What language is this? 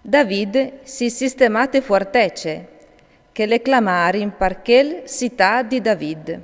Friulian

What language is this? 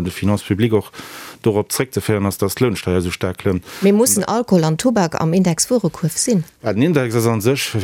Luxembourgish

